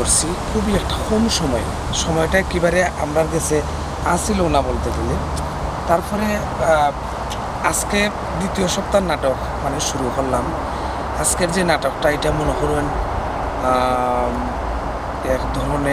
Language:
Sylheti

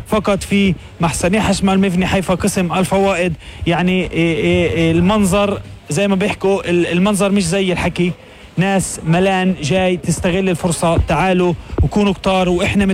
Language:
North Levantine Arabic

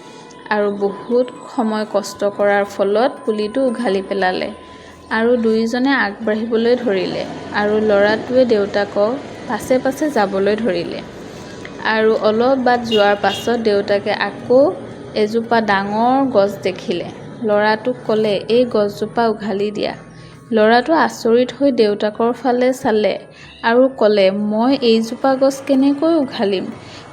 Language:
Assamese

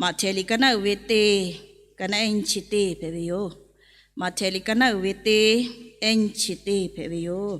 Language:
Lahu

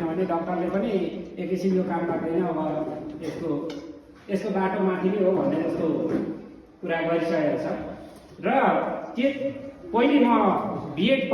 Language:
Nepali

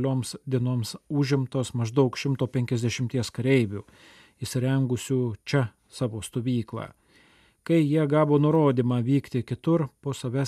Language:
Lithuanian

